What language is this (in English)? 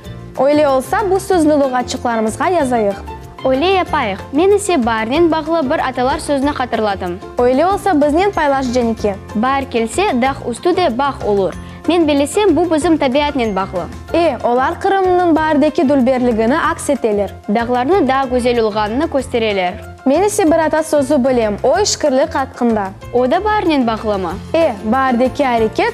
Crimean Tatar